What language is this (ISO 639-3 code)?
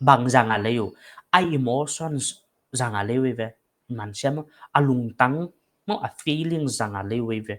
pck